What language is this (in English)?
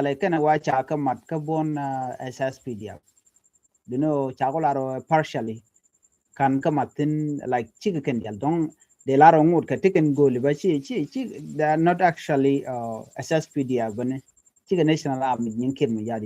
Nuer